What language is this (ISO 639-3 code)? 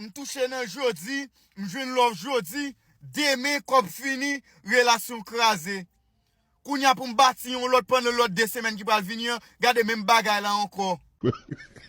hat